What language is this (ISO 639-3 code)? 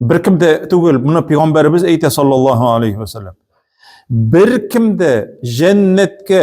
tat